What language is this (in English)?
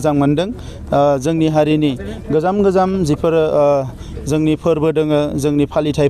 Bodo